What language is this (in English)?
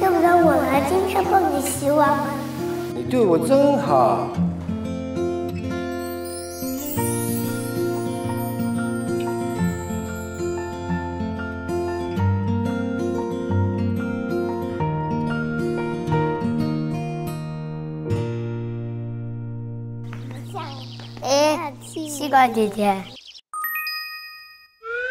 Chinese